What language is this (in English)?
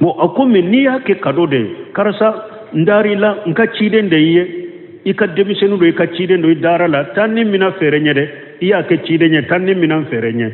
Bambara